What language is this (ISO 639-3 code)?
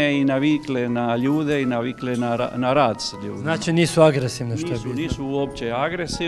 hrv